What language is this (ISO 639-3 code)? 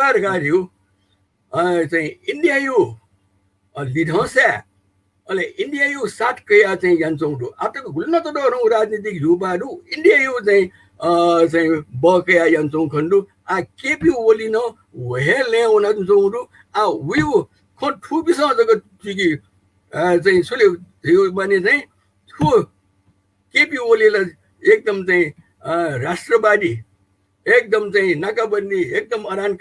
new